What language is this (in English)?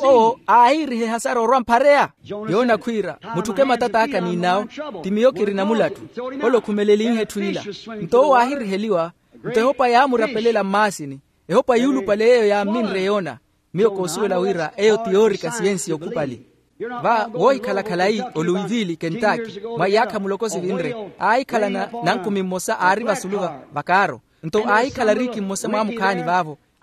Makhuwa